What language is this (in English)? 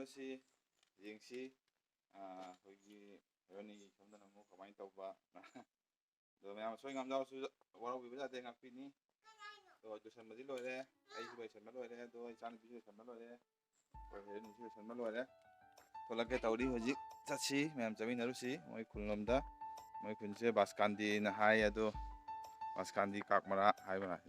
Manipuri